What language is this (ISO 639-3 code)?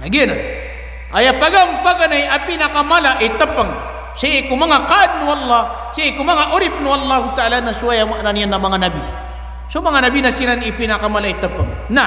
mrw